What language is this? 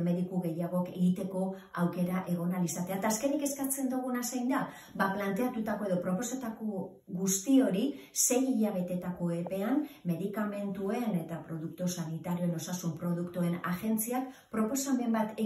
Basque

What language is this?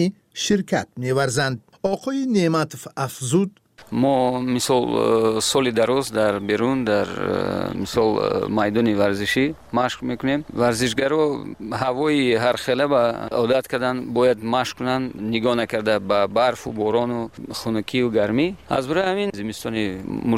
Tajik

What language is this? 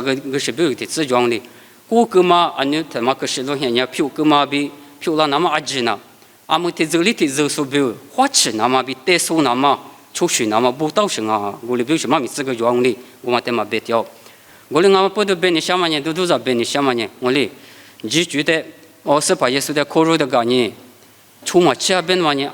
Lisu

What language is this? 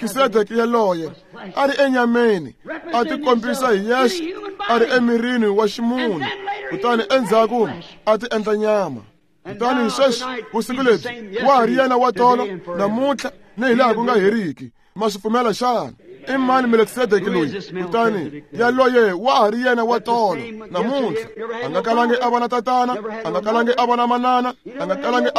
Tsonga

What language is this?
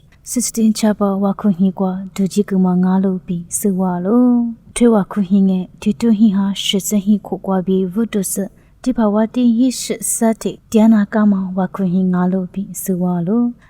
Lisu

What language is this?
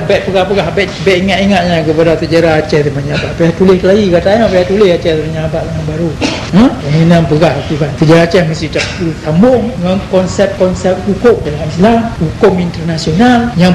Achinese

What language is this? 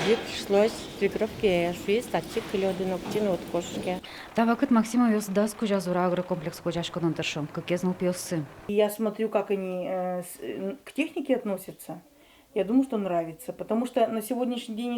Udmurt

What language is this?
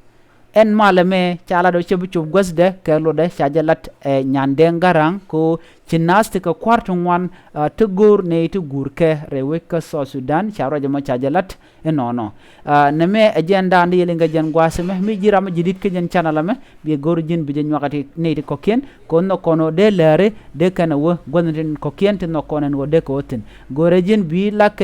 Nuer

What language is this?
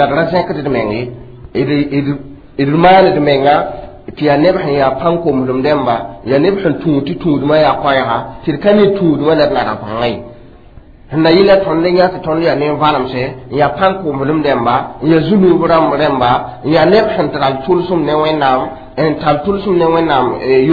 Mossi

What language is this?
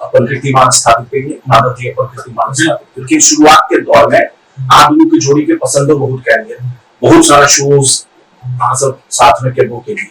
Maithili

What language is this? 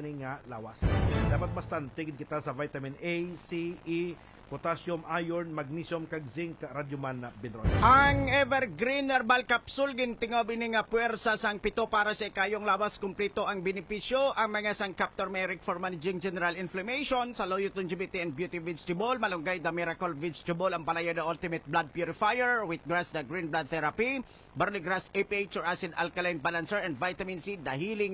Hiligaynon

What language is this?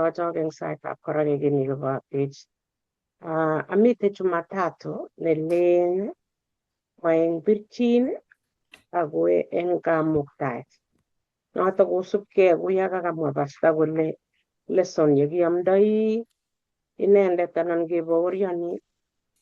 Kalenjin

